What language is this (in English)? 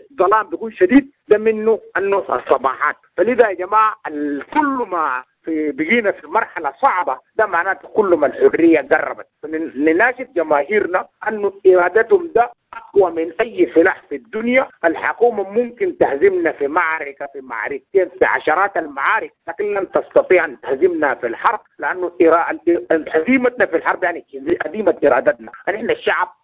Sudanese Arabic